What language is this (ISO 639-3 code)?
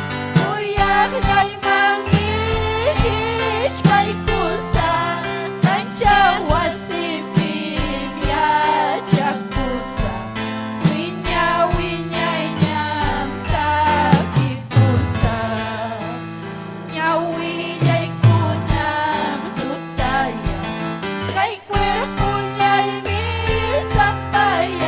quy